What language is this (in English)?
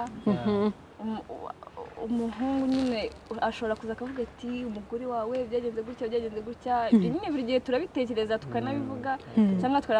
Kinyarwanda